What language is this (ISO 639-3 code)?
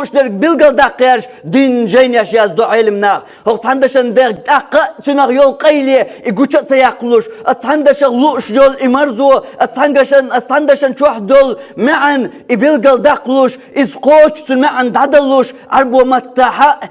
che